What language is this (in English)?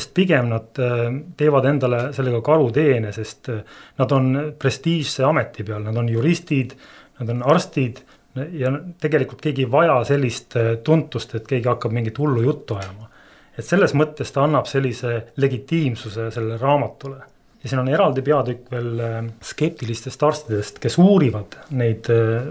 Estonian